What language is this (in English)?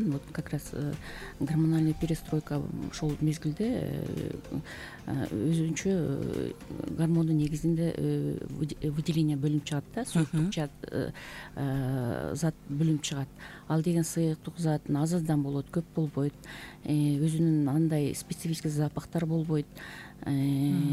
Kyrgyz